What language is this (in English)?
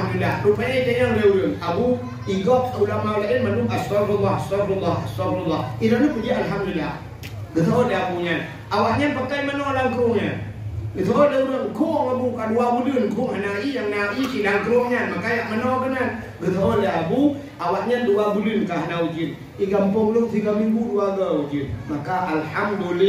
Achinese